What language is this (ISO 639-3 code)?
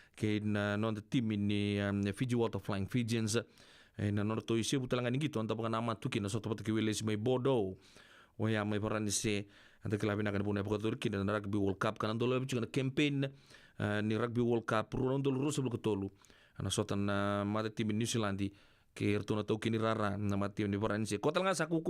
fij